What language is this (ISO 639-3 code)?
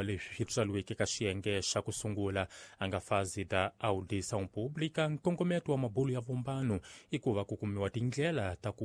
tso